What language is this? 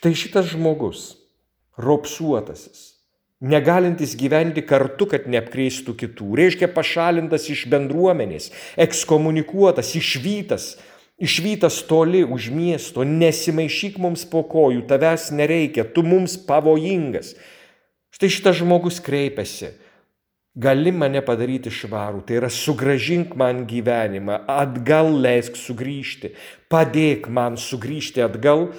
Lithuanian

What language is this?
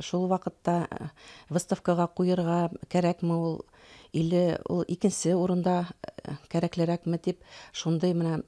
Bashkir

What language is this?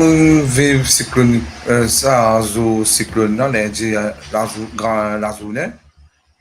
Morisyen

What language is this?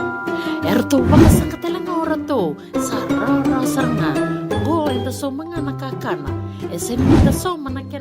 Fijian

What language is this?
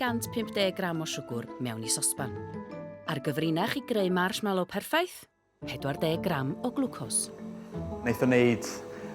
Welsh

